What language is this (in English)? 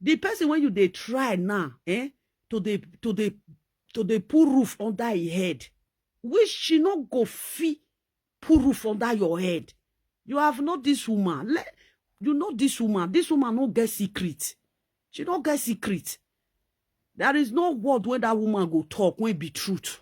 Nigerian Pidgin